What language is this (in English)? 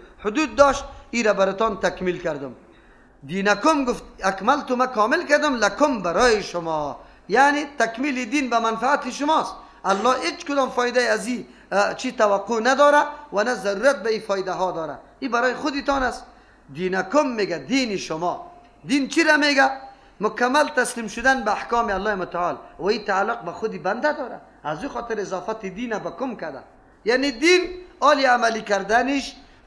Persian